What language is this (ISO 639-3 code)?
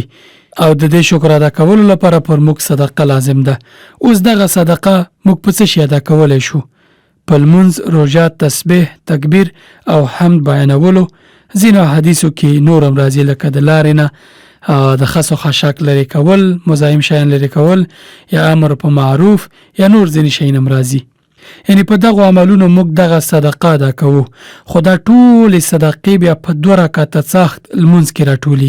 pus